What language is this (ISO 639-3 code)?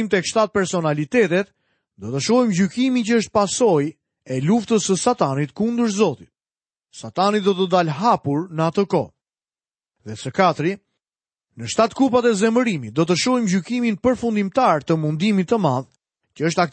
sqi